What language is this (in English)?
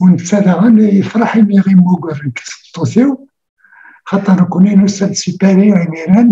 Kabyle